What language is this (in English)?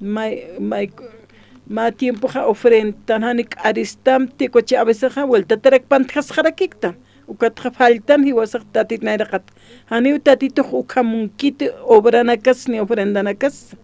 Aymara